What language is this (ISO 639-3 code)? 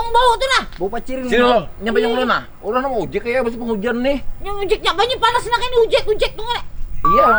bjn